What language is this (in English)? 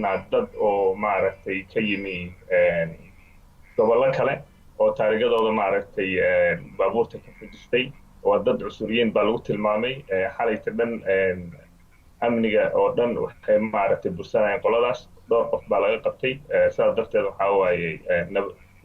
Somali